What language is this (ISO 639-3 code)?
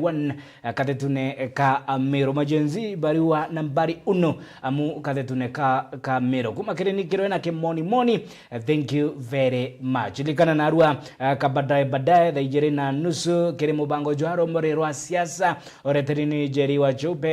mer